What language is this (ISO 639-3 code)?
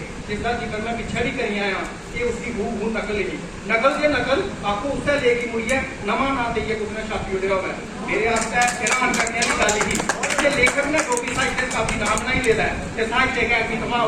doi